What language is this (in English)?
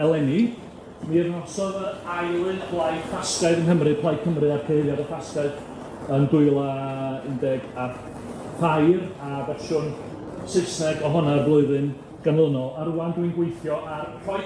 Welsh